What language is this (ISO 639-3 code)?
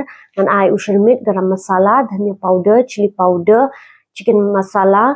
kha